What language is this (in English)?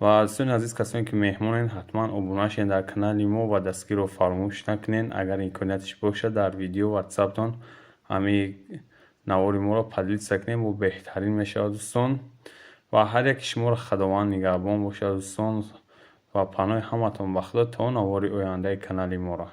Tajik